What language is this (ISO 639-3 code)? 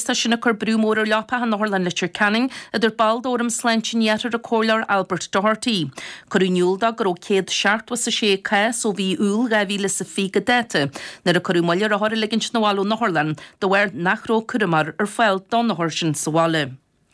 gle